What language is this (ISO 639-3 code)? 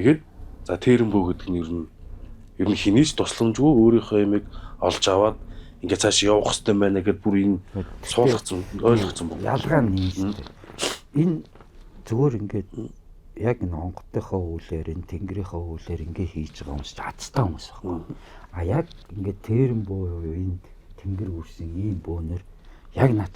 mon